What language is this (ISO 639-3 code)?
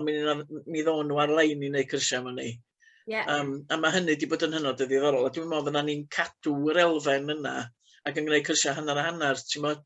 cym